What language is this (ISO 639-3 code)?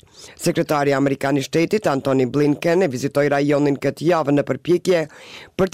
sqi